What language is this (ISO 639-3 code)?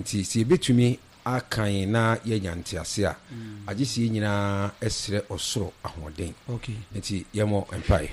aka